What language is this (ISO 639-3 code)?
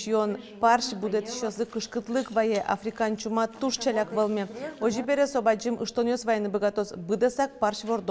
udm